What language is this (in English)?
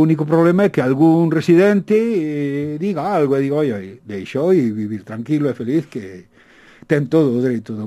Galician